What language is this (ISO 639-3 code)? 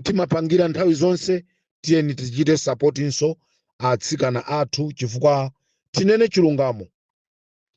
nya